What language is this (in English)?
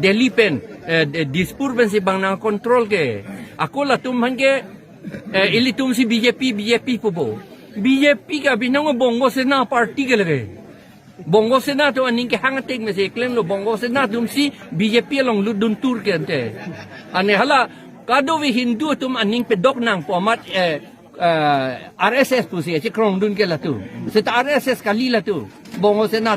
Karbi